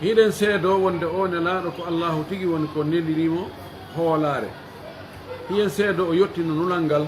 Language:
Pular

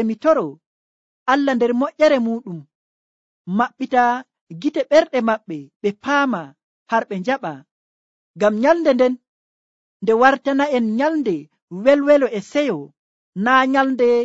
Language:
Nigerian Fulfulde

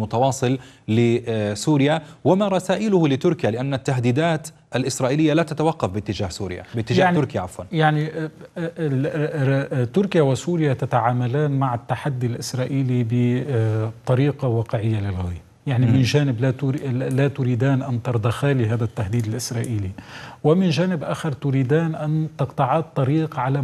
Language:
Arabic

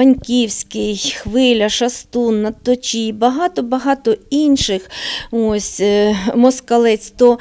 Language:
Ukrainian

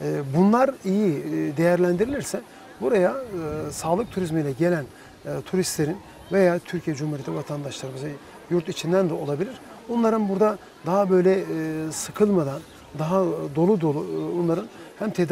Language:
Turkish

